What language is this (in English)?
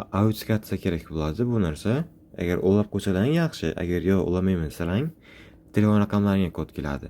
Uzbek